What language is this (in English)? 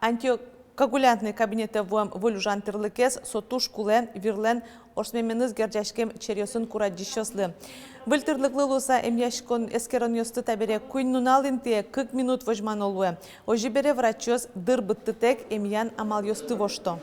Udmurt